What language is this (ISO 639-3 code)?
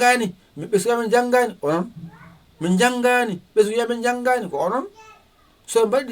ful